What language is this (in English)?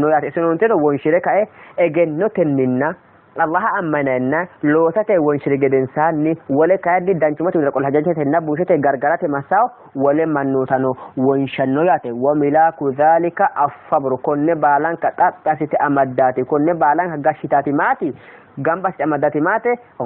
Sidamo